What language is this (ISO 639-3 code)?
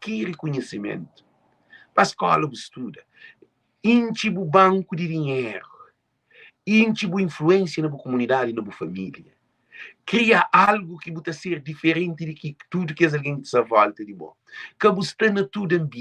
kea